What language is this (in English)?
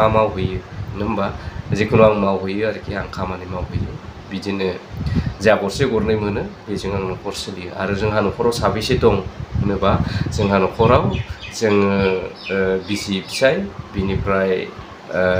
Bodo